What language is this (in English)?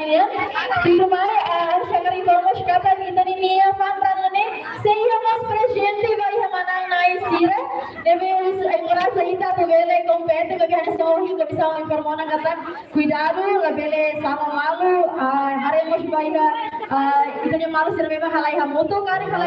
Tetum